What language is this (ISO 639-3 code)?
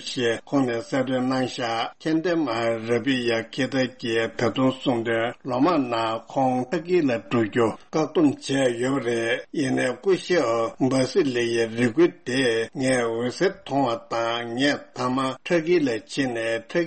bod